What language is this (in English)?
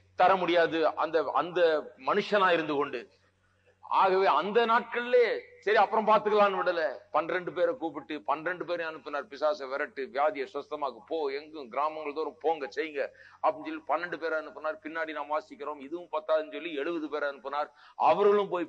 Tamil